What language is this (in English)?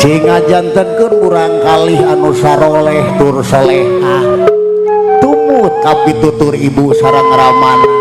Sundanese